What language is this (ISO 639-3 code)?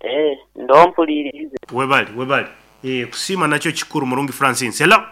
nyn